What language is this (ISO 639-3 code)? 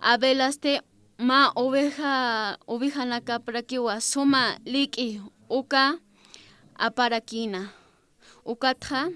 aym